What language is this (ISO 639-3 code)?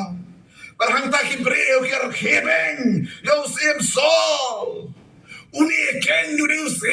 kha